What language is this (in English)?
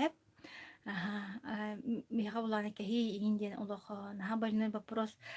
Yakut